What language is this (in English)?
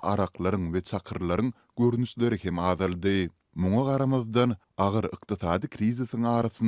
Turkmen